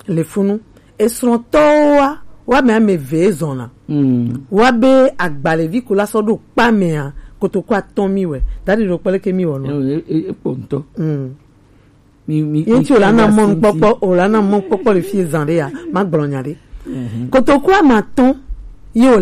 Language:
Gen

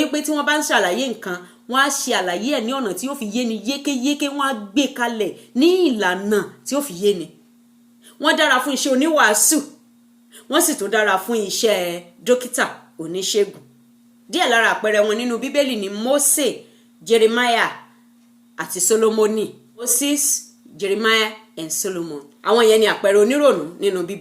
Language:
Yoruba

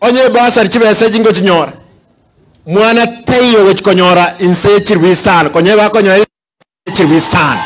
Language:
Gusii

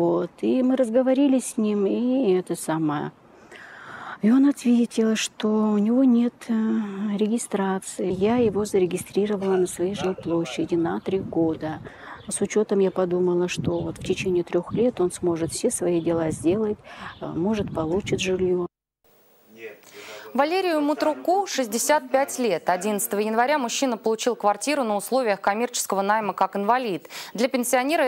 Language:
Russian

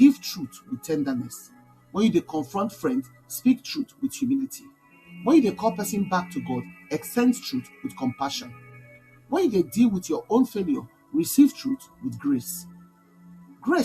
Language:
Nigerian Pidgin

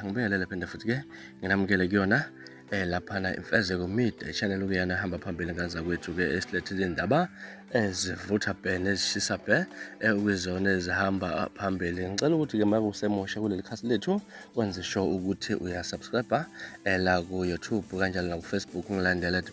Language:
Zulu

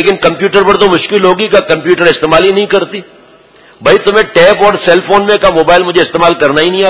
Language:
Urdu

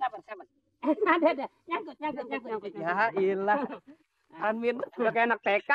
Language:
Betawi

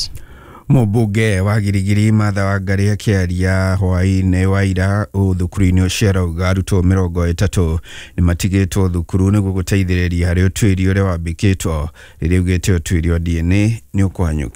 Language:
Kikuyu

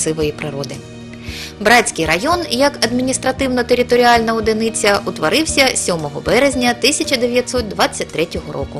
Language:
Ukrainian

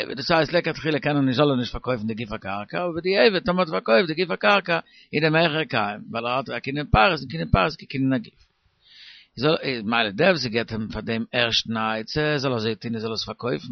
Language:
Yiddish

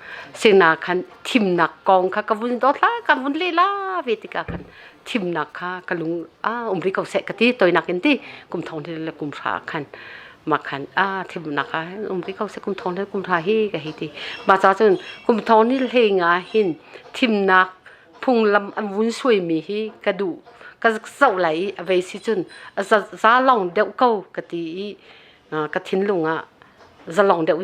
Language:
Hakha Chin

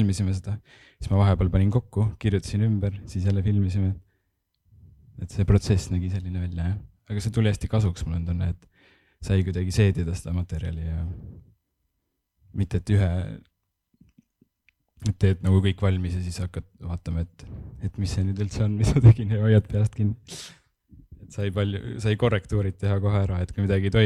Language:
Estonian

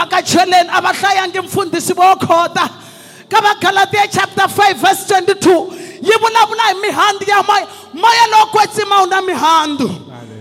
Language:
Tsonga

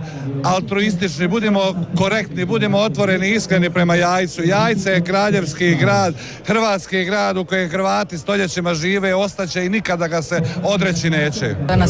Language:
Croatian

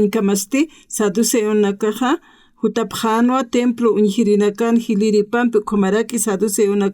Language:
Aymara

